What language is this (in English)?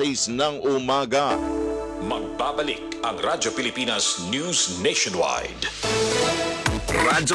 Filipino